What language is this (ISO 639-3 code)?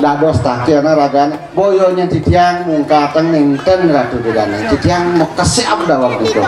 ban